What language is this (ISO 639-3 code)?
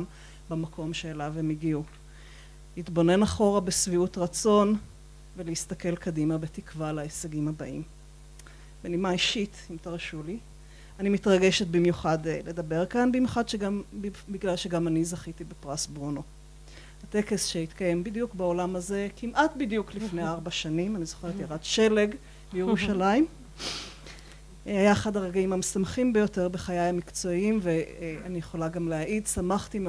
heb